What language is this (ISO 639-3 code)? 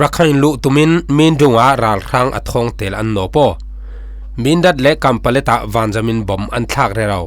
cfm